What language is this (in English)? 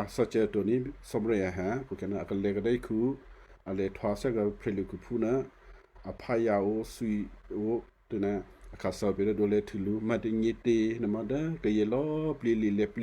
Western Kayah